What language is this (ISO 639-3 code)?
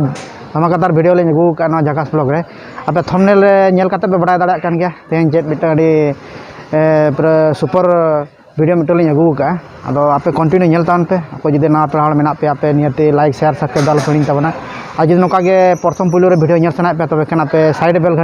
sat